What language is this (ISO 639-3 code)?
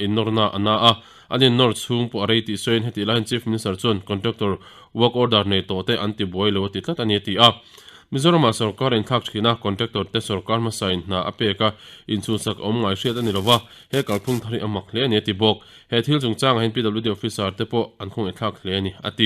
lus